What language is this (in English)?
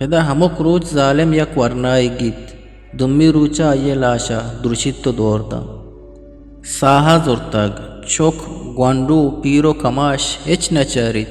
Eastern Balochi